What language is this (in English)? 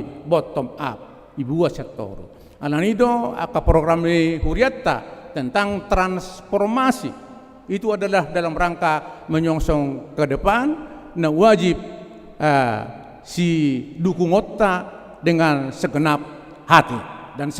Batak Toba